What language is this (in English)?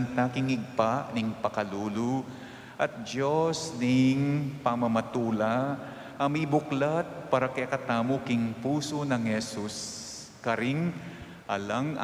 Pampanga